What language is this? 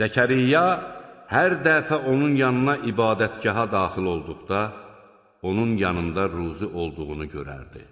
Azerbaijani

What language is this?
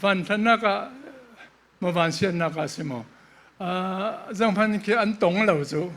Falam Chin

